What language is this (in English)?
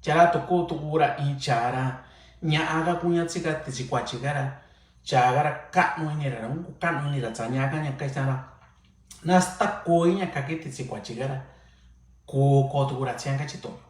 Mixtepec Mixtec